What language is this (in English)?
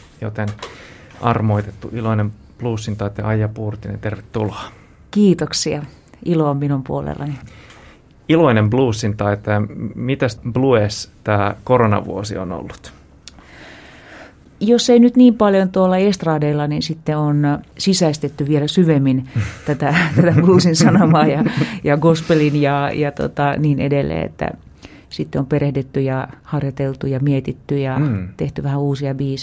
Finnish